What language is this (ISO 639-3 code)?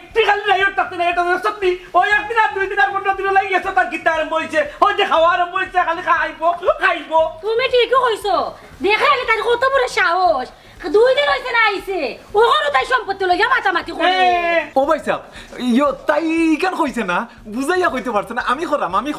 syl